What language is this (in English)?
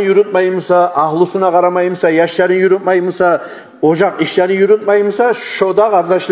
Kumyk